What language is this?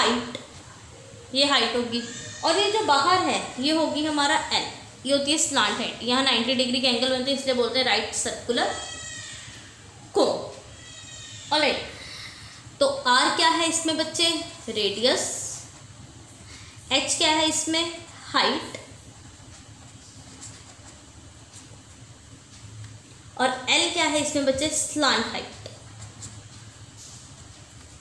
Hindi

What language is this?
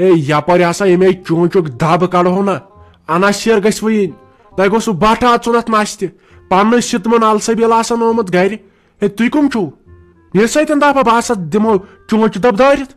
Kashmiri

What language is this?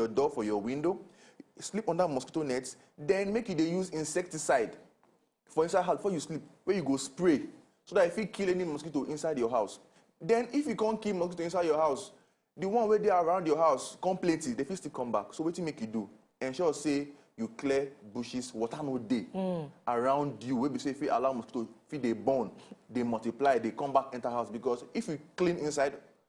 Nigerian Pidgin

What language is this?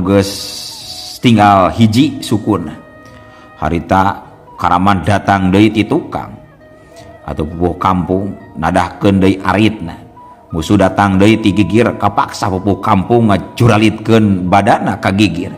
Sundanese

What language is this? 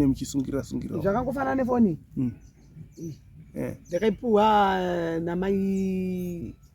Shona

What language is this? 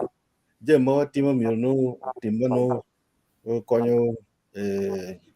Acoli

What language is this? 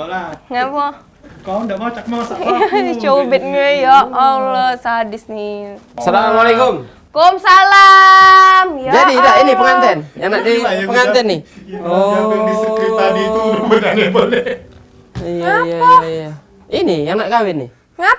Musi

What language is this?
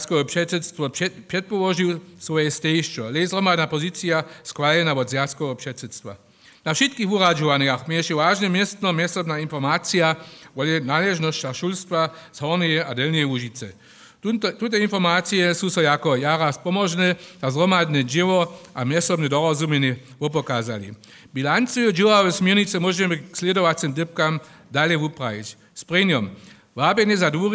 Upper Sorbian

